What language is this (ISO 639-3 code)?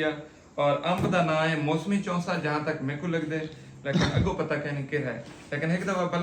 skr